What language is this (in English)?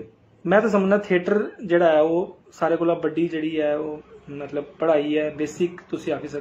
Dogri